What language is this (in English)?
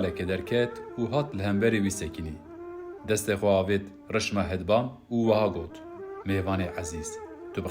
Kurdish